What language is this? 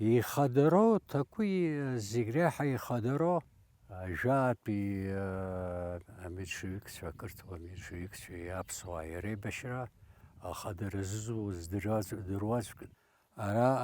Abkhazian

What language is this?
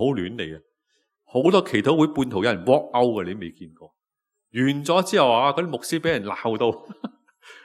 Cantonese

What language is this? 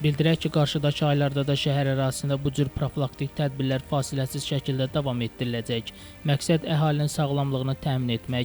Azerbaijani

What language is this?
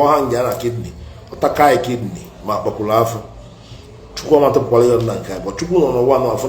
Igbo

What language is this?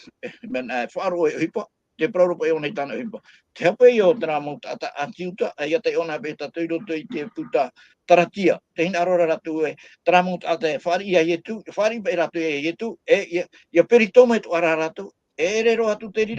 Tahitian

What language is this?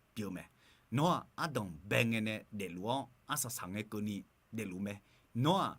Akha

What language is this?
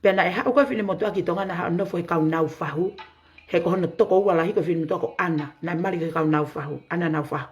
Tongan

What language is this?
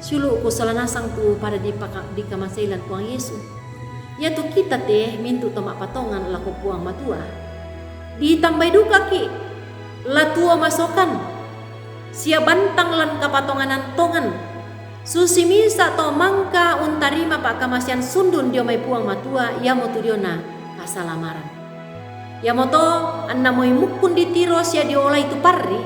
Toraja-Sa'dan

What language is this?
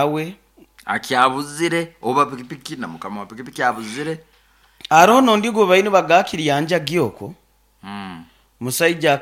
Nyoro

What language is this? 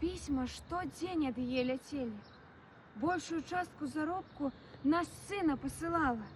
Belarusian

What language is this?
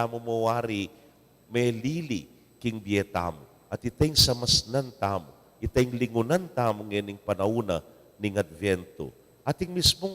Pampanga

